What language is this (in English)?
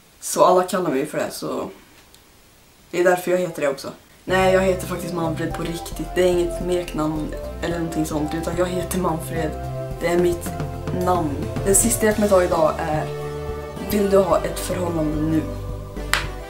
Swedish